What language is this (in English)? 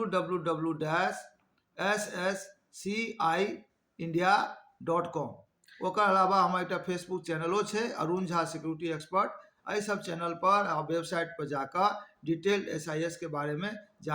Maithili